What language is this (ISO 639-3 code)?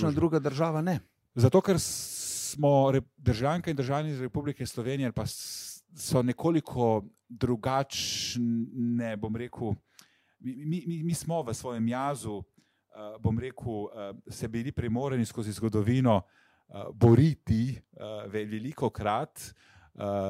slv